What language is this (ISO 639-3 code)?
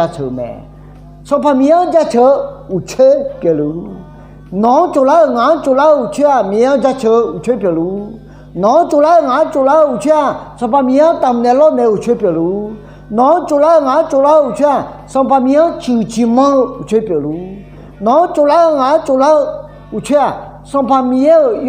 ahk